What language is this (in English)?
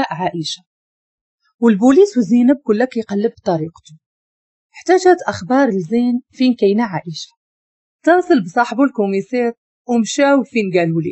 Moroccan Arabic